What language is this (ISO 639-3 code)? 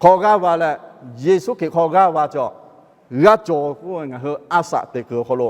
lhu